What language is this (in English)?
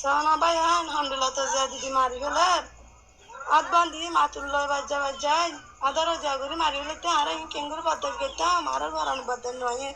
Rohingya